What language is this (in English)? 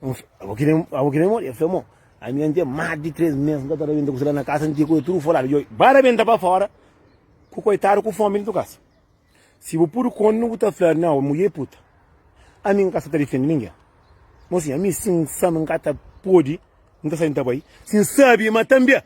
Kabuverdianu